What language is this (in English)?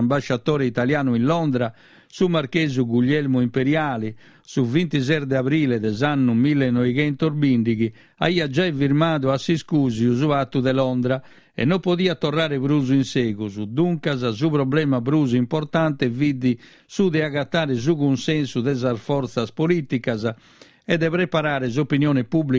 Sardinian